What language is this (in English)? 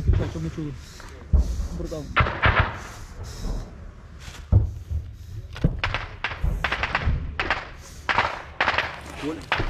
Ukrainian